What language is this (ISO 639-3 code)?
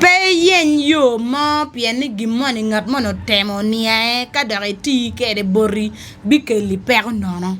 ach